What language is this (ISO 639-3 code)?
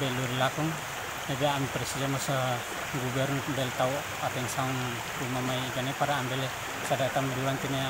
tet